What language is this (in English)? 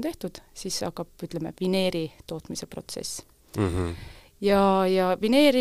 Estonian